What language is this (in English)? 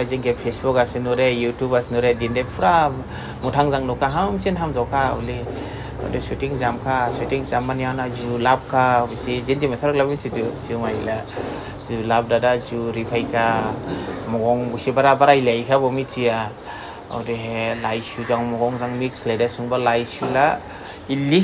Dimasa